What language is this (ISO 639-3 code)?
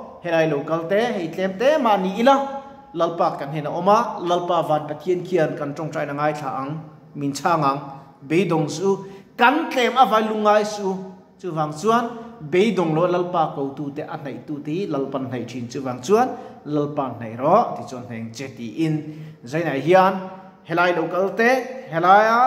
lus